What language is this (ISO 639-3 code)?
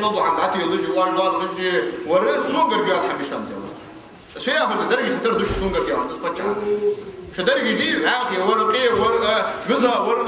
inh